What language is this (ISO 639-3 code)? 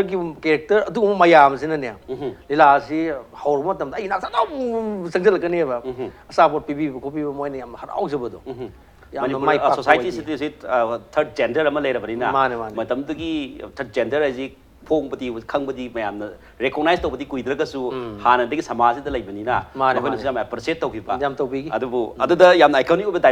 mni